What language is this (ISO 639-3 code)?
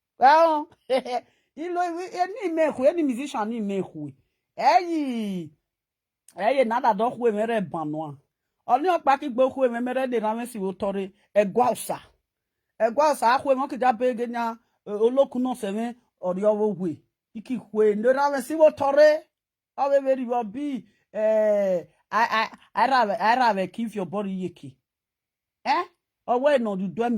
pcm